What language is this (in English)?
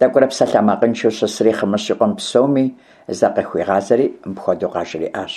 Kabardian